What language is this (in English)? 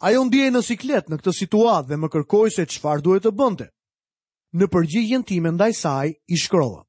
Albanian